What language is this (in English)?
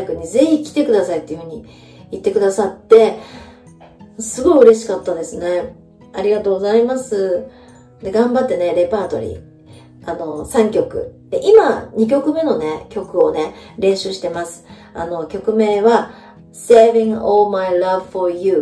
Japanese